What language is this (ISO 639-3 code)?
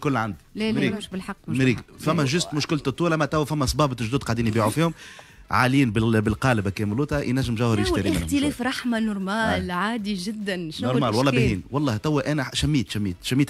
aeb